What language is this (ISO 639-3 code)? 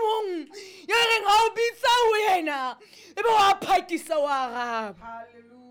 sot